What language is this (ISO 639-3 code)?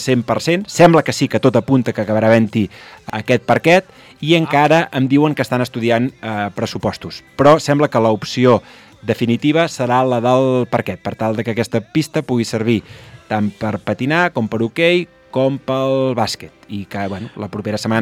cat